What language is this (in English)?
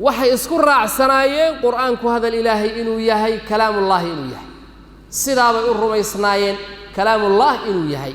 Somali